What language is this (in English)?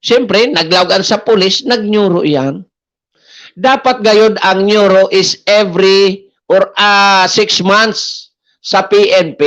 Bikol